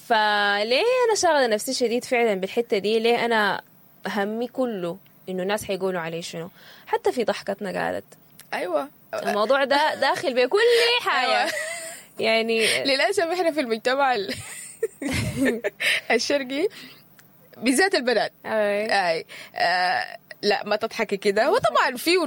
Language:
Sudanese Arabic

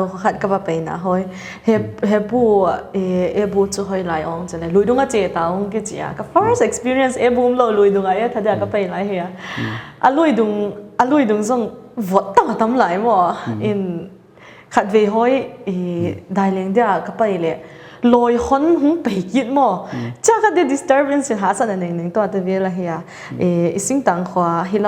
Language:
Paite Chin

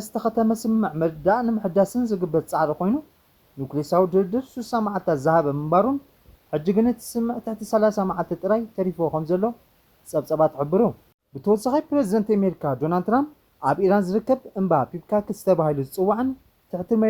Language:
Tigrinya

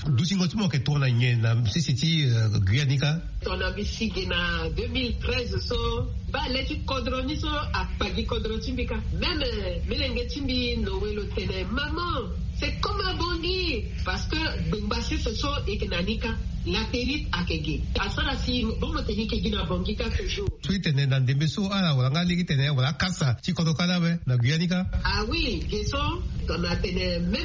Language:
Sango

